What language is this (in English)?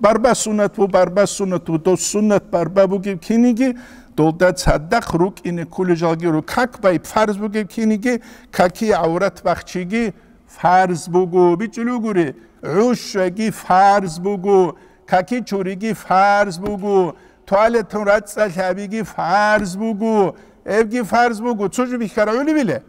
Avaric